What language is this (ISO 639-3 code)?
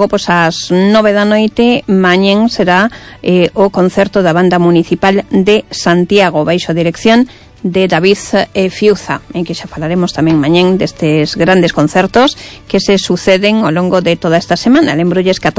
glg